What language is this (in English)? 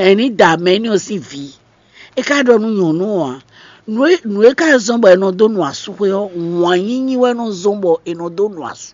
Fon